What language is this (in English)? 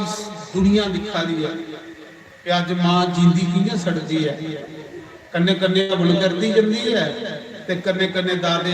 Dogri